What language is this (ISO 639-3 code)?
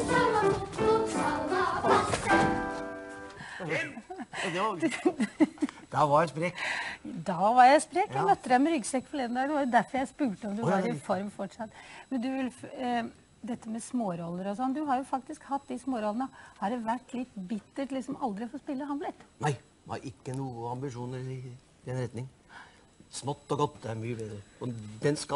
nor